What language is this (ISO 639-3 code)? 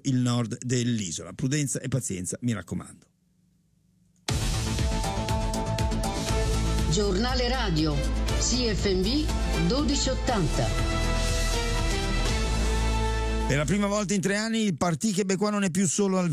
ita